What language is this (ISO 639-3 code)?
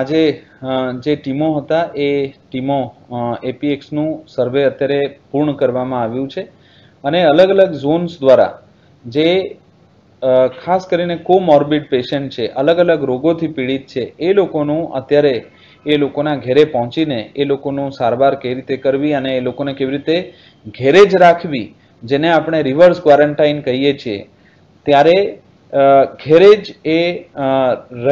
guj